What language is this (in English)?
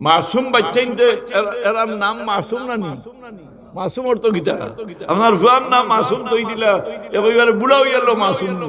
Sylheti